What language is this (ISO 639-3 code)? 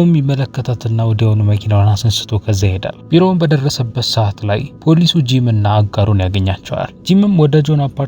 amh